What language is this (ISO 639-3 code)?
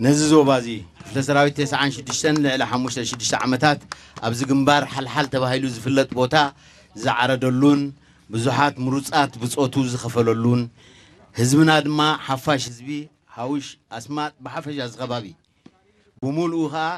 tir